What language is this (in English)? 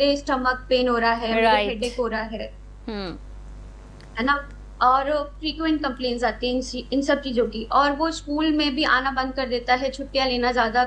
Hindi